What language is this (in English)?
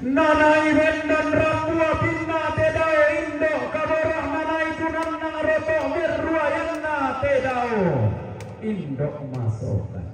Toraja-Sa'dan